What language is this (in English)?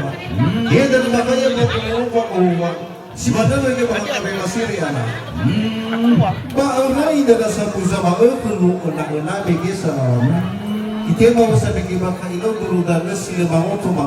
Nias